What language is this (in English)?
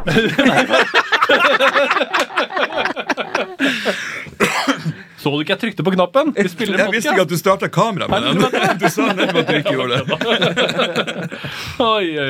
Norwegian